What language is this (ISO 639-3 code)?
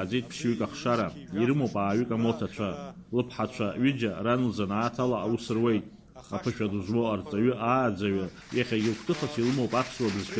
abk